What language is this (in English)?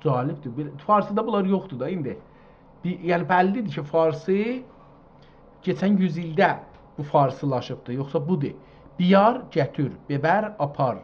South Azerbaijani